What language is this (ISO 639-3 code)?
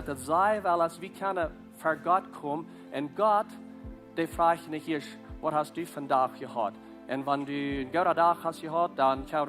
pdt